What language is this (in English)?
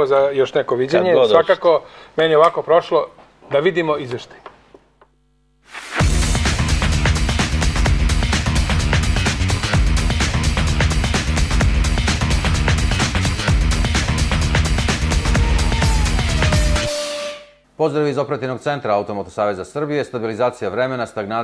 Serbian